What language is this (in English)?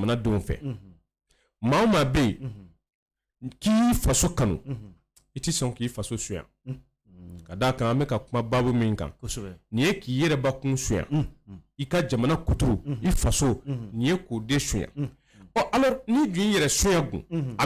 Bambara